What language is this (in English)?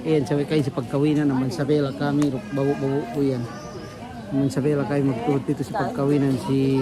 Yakan